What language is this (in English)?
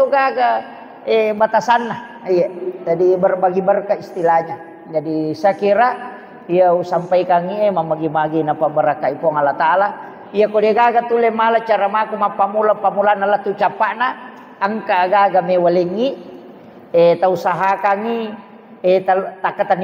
Buginese